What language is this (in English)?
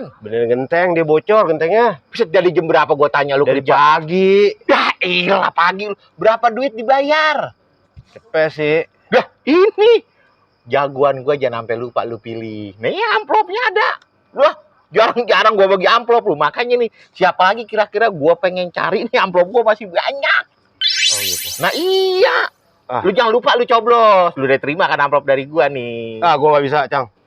Betawi